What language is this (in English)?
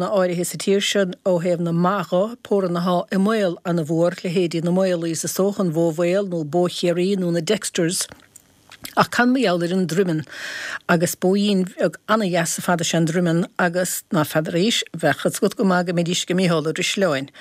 Irish